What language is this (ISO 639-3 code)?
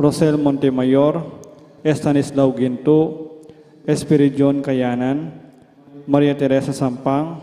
pam